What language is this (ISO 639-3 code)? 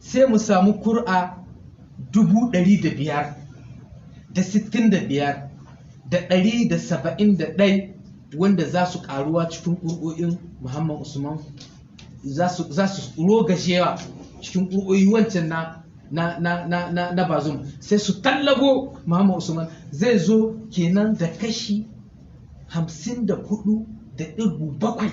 hau